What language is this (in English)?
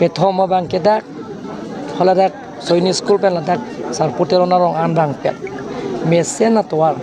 Karbi